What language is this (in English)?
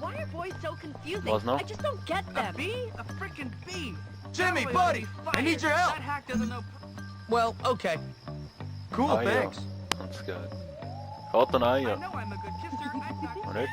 Swiss German